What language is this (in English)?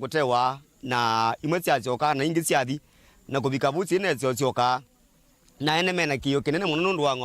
Kamba